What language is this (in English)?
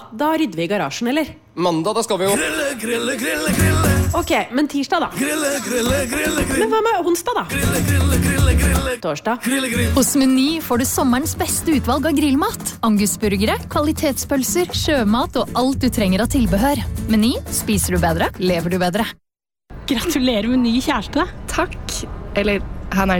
Norwegian